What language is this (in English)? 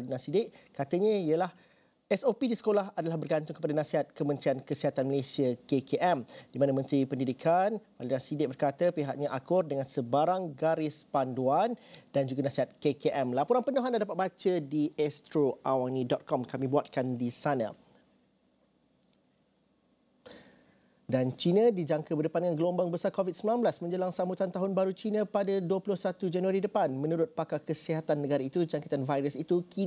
Malay